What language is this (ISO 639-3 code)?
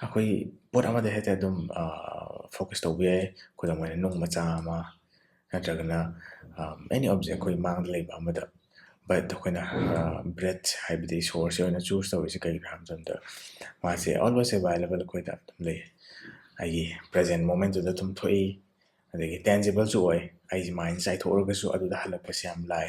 mni